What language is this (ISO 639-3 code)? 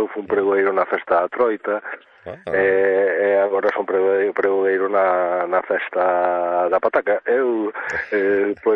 glg